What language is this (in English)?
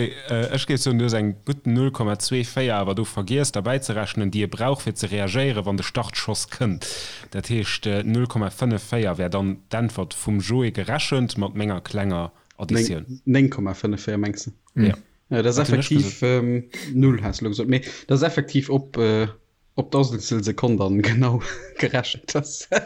Luxembourgish